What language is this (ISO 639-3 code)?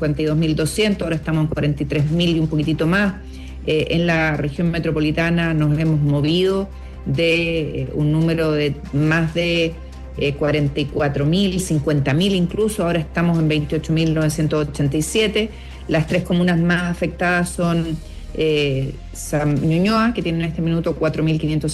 spa